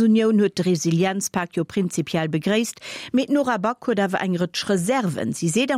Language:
Luxembourgish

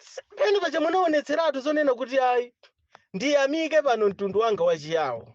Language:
Nyanja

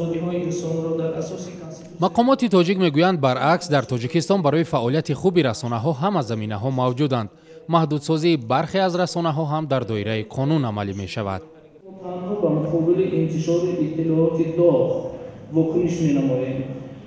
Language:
Tajik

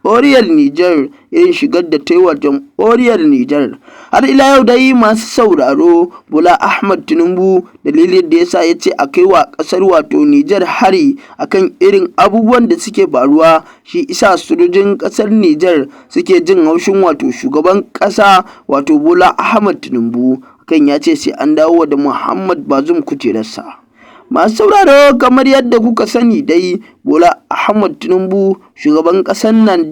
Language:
Hausa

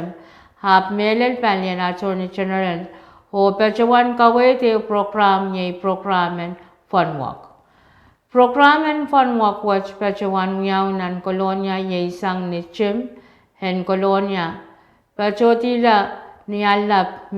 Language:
Pohnpeian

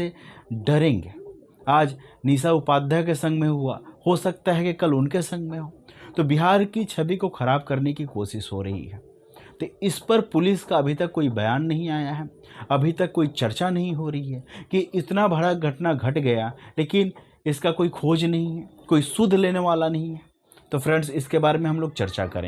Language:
Bhojpuri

